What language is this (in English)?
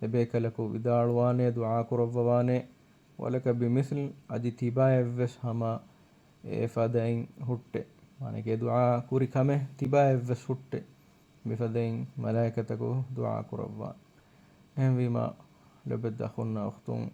Divehi